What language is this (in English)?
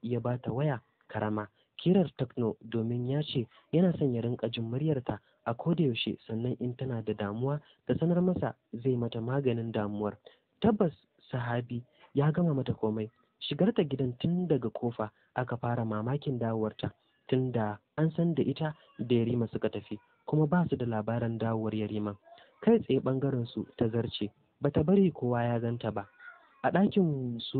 Hausa